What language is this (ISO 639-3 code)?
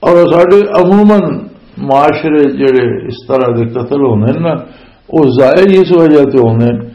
lah